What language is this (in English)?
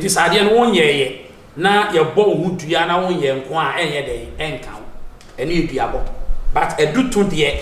Akan